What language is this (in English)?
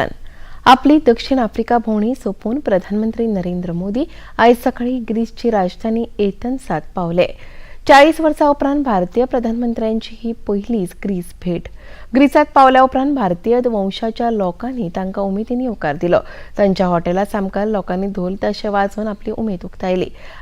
Konkani